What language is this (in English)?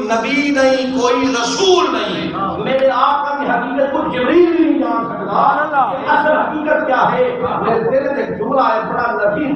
Saraiki